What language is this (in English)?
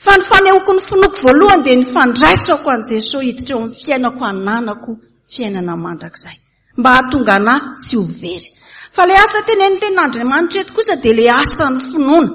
Malagasy